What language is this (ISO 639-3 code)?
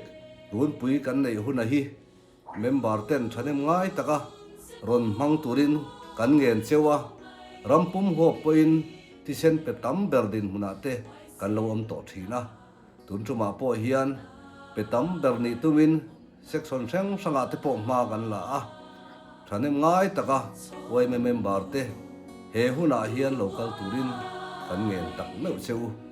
lus